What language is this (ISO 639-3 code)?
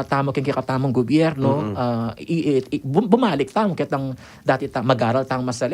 pam